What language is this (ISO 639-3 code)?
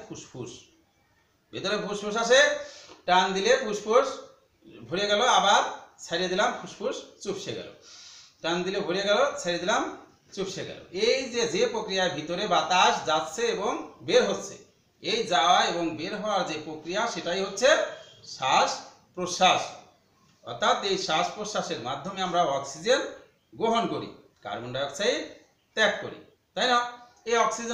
ben